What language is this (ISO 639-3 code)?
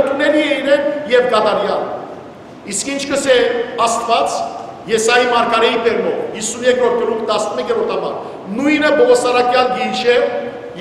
hyw